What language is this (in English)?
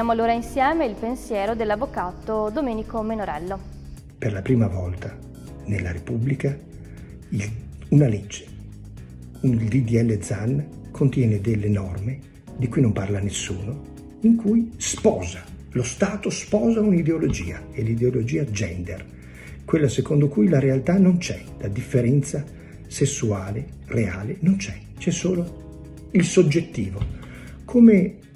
Italian